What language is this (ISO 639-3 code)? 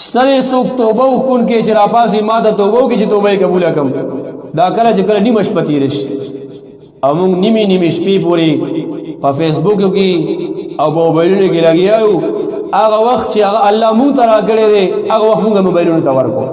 pus